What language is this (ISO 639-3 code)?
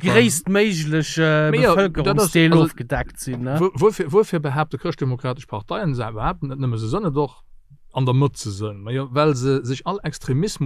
ltz